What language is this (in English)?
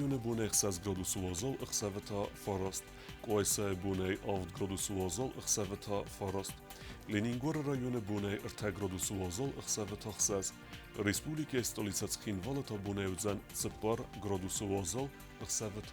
Ossetic